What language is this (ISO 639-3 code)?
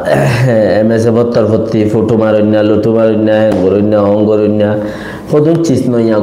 rhg